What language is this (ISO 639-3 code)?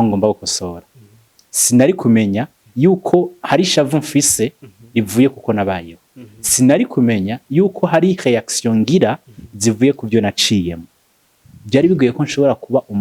run